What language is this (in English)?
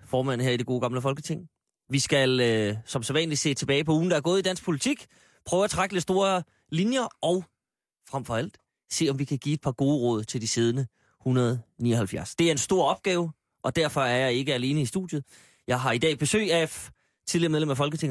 Danish